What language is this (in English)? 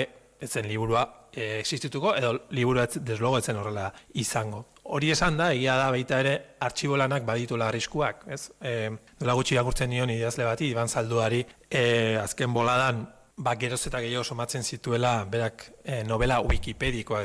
Basque